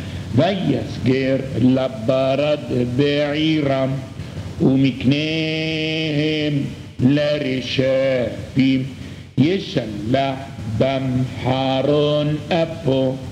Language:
Hebrew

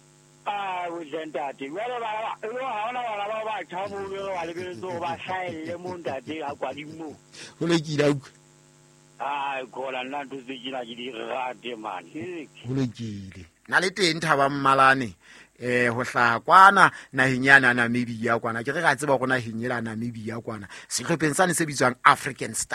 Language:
Southern Sotho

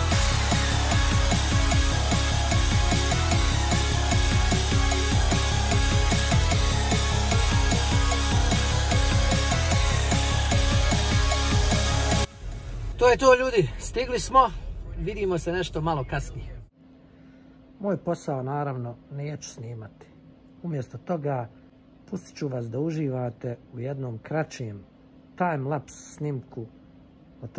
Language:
Croatian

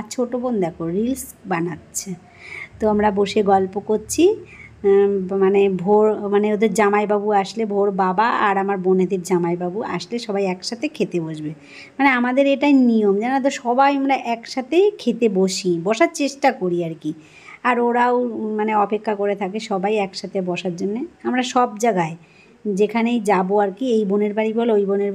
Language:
Bangla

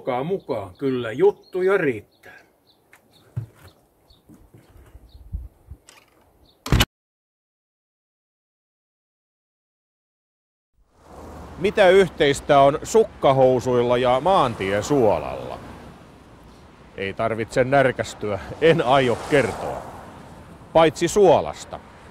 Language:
Finnish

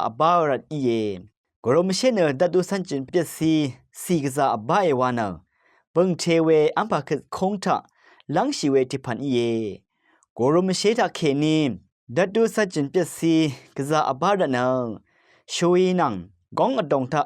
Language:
Rawang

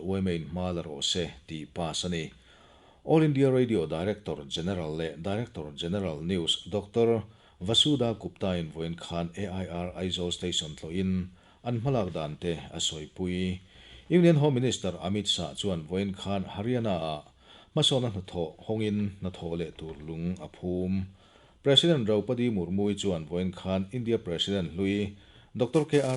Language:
Mizo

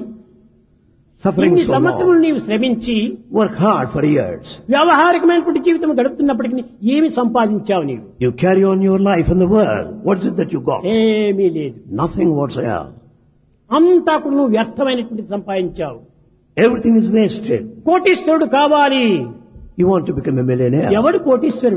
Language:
Telugu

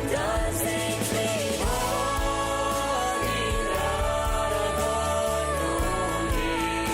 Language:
Plautdietsch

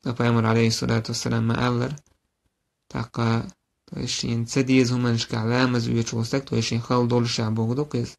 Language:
Chechen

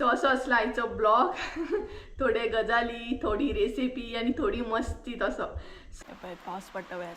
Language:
Konkani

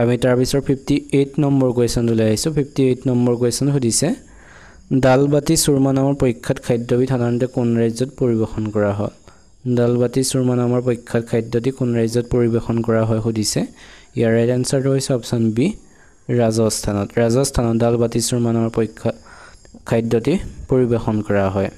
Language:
Assamese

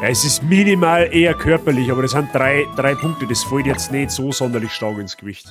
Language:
Bavarian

